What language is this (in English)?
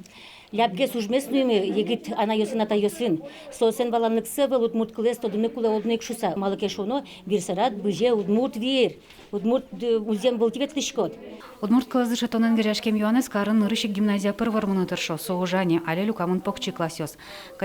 Udmurt